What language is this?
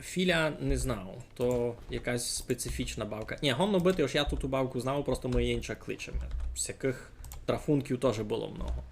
Rusyn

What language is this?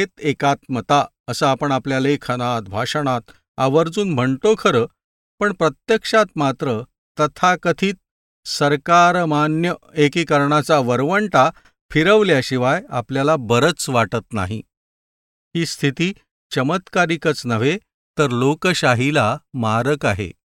Marathi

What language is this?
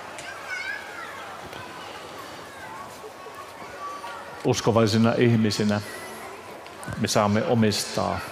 Finnish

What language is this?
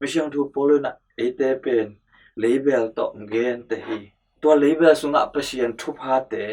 Tedim Chin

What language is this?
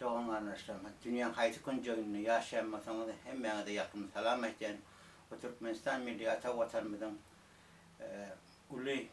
Turkmen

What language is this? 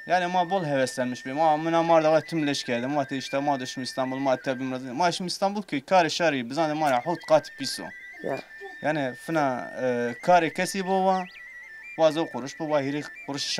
Zaza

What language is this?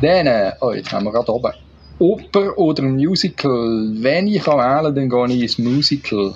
Swiss German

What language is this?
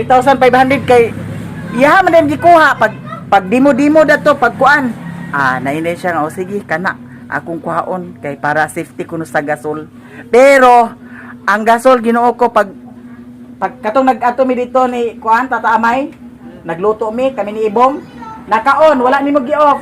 Cebuano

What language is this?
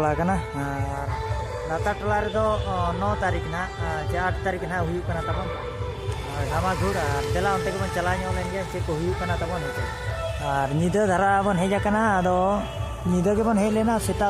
Santali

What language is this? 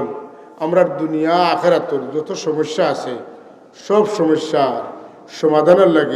Sylheti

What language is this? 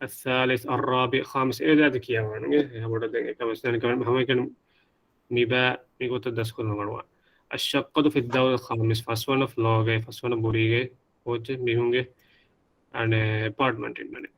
Divehi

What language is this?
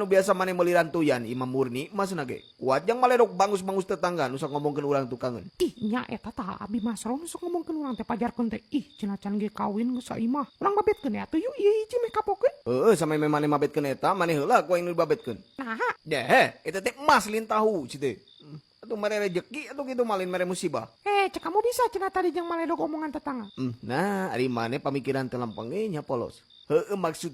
Sundanese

